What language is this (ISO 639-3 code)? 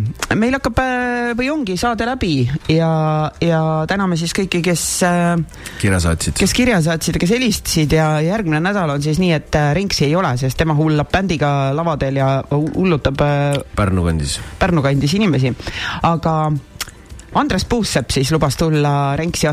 est